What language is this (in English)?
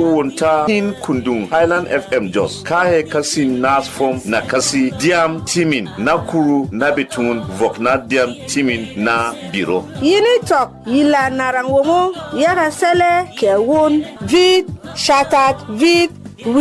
Berom